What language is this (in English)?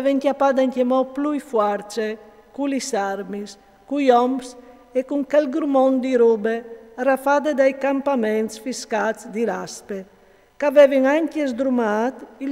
Friulian